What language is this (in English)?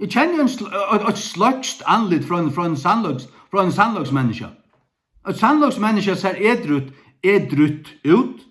Faroese